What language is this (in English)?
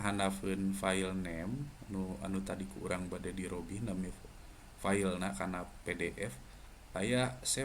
Sundanese